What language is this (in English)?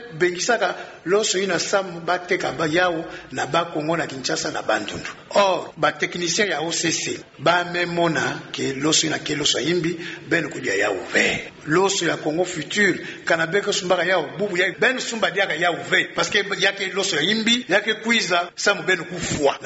Kituba (Democratic Republic of Congo)